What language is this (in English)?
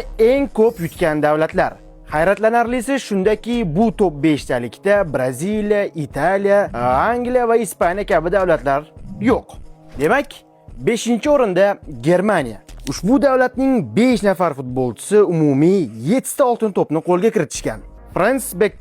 Uzbek